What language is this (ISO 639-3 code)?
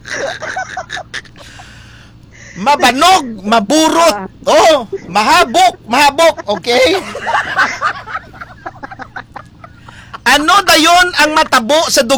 hil